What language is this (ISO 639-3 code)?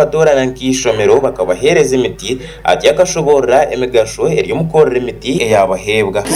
nyn